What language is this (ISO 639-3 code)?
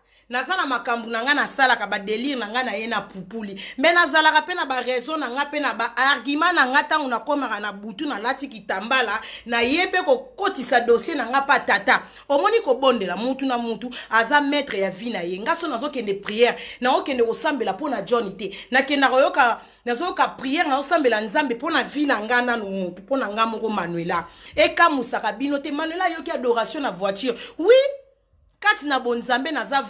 lin